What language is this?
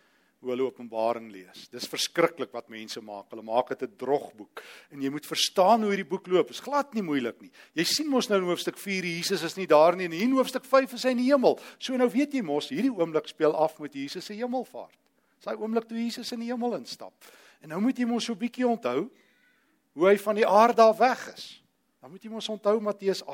Afrikaans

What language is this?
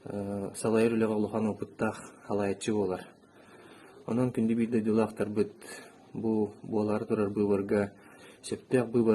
Yakut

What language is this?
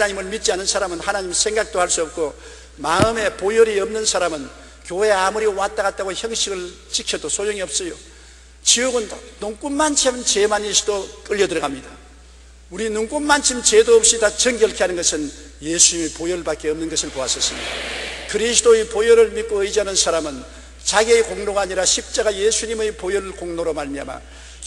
Korean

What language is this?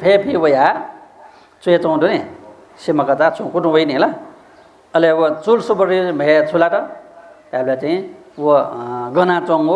Newari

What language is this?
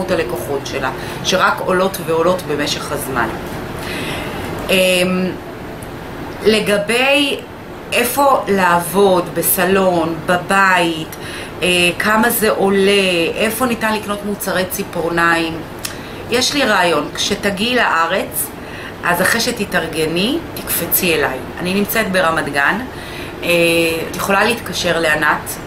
Hebrew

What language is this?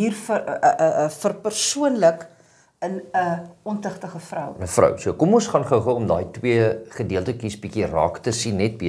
Afrikaans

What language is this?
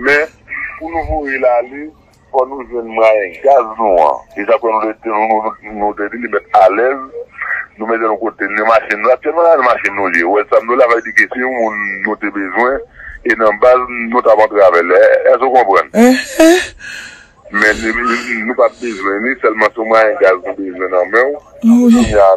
Haitian Creole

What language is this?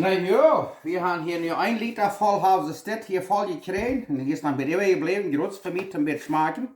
Plautdietsch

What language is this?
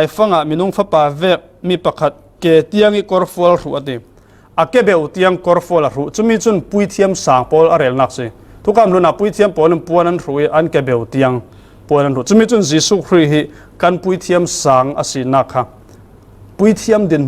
Falam Chin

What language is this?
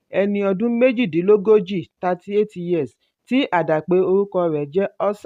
Yoruba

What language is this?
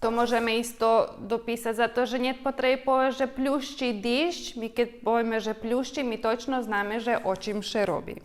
Rusyn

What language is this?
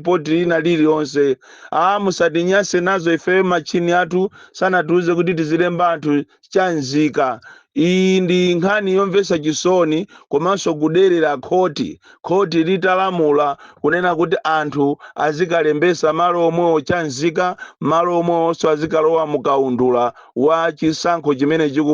Nyanja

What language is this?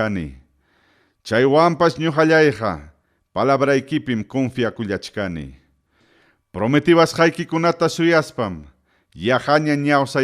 Ayacucho Quechua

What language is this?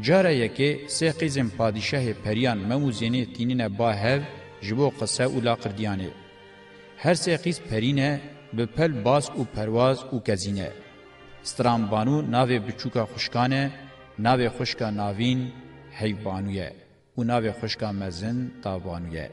Kurdish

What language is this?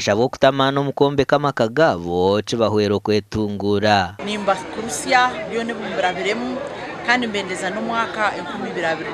Nyankole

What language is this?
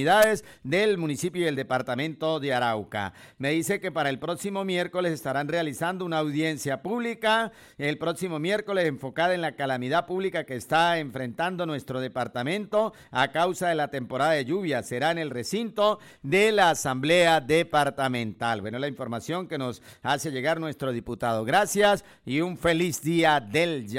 Spanish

